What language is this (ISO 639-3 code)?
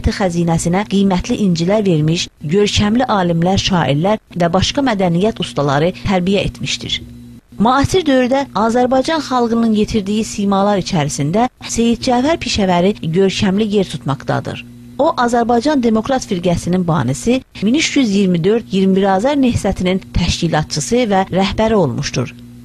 azb